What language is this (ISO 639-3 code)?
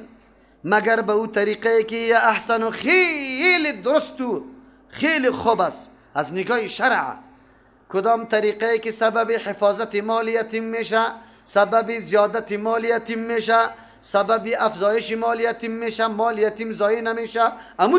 fas